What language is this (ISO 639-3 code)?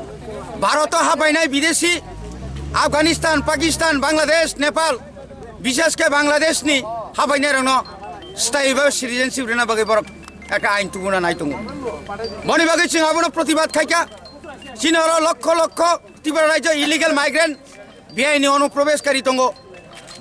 trp